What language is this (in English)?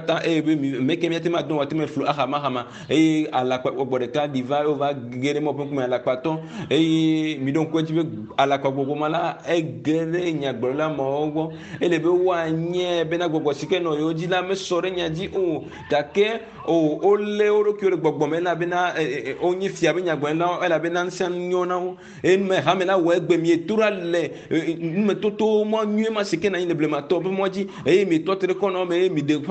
Ewe